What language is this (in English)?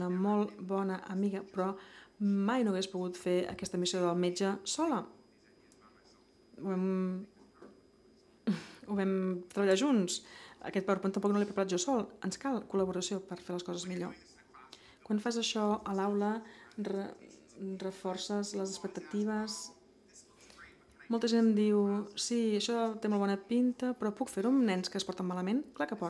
Catalan